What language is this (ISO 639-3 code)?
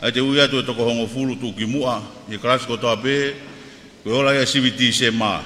ton